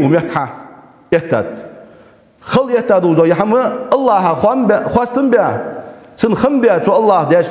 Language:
Ingush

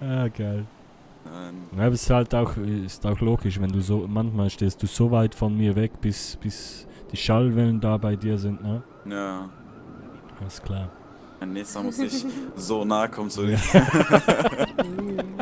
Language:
Swiss German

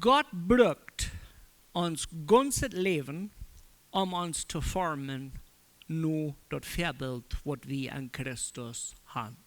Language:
Plautdietsch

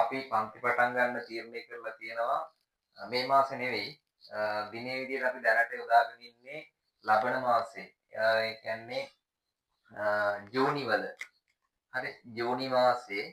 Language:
Sinhala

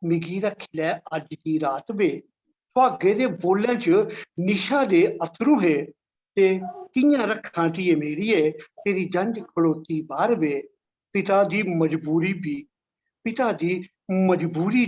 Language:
Dogri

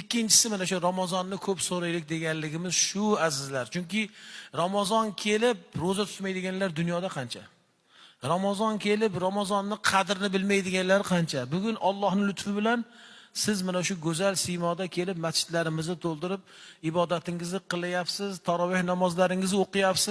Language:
Uzbek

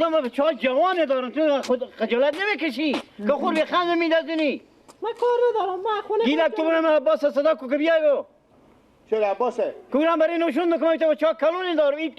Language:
Persian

